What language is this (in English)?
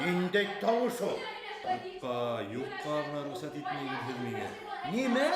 Bashkir